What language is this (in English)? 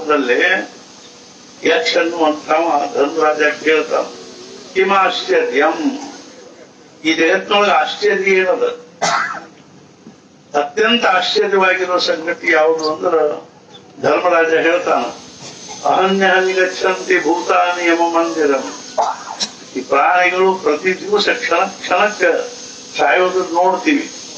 Kannada